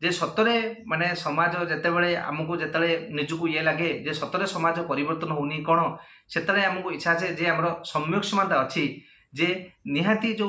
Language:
Odia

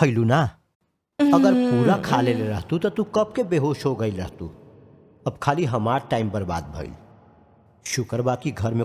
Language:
Bhojpuri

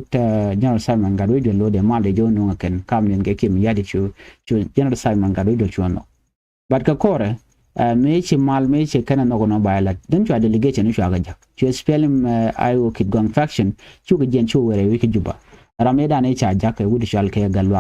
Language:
Nuer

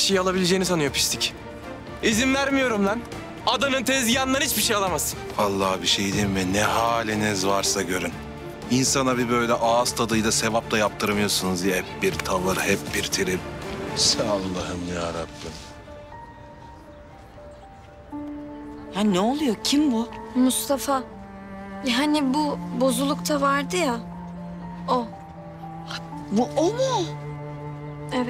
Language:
Turkish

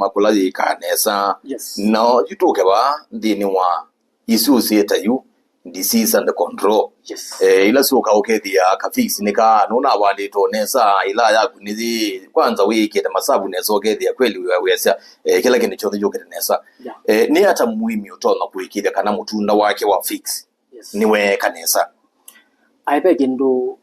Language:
Kamba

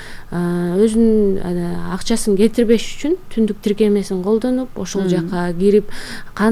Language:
Kyrgyz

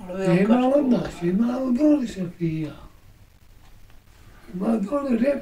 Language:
Bosnian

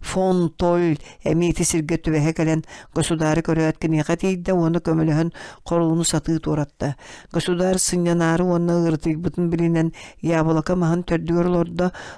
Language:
Yakut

